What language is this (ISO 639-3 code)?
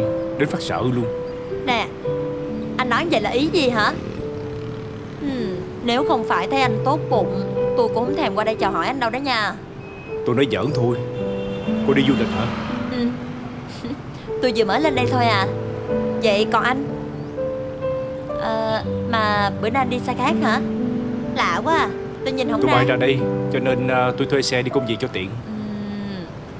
vie